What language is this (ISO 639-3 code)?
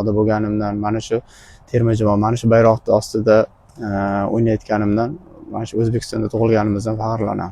uzb